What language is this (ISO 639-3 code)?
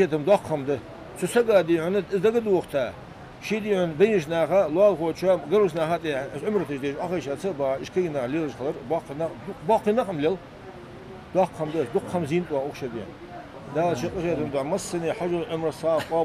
inh